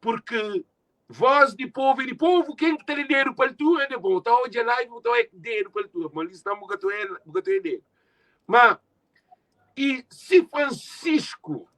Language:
Kabuverdianu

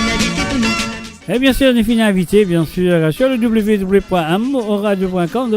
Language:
Morisyen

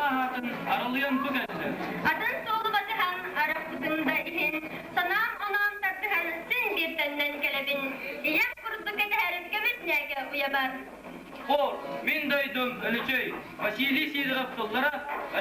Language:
Yakut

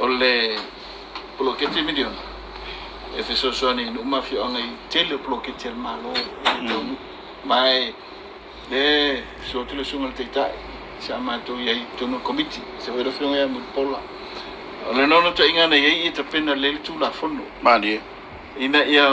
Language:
Samoan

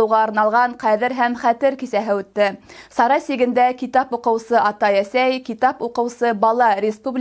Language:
Bashkir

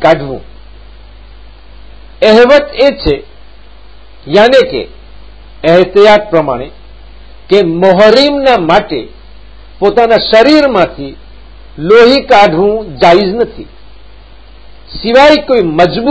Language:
Gujarati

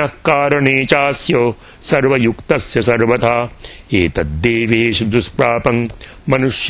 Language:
Sanskrit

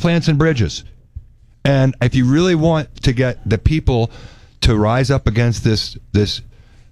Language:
English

